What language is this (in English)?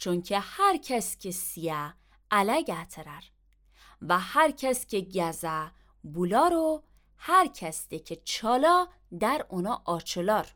Azerbaijani